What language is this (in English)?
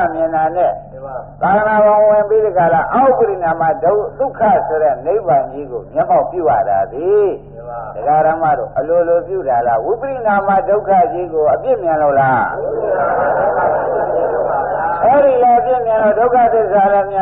Burmese